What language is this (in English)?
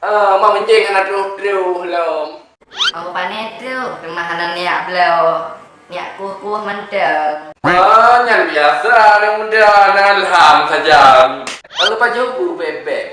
Achinese